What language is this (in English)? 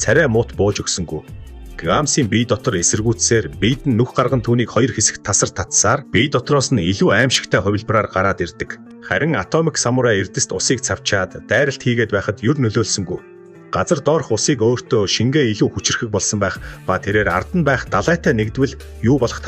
Mongolian